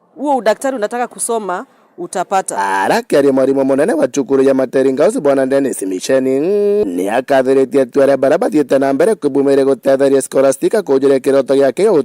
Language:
Meru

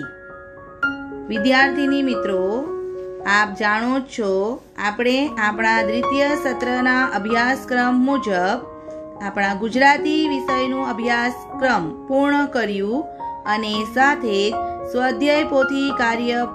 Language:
Gujarati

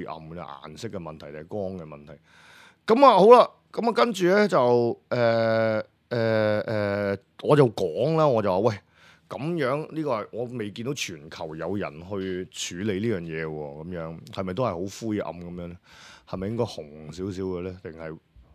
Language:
Cantonese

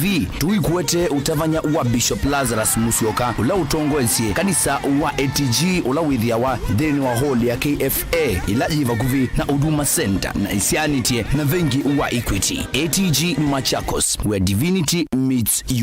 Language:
Kamba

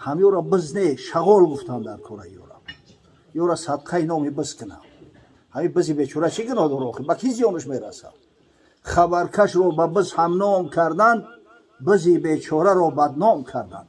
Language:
Tajik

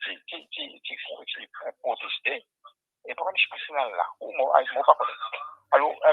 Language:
Morisyen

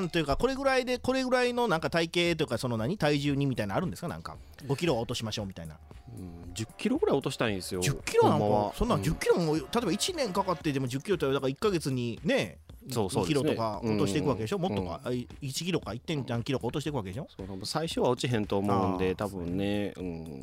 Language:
Japanese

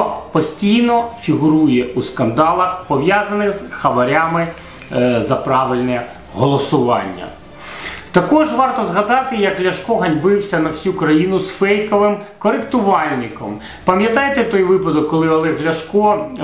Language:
Ukrainian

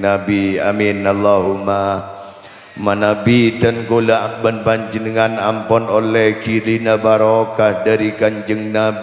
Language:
Madurese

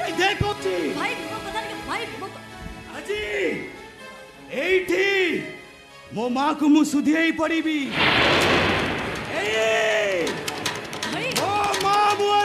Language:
Odia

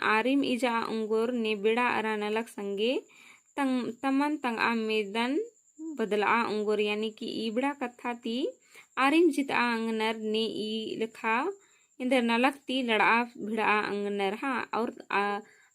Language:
Kurukh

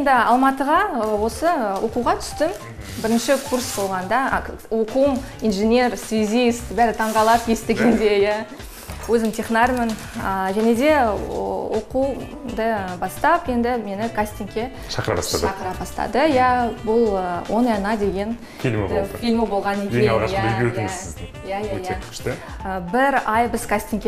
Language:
Kazakh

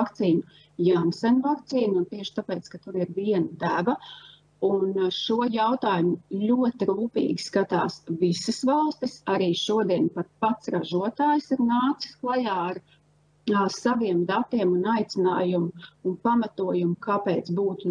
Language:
Latvian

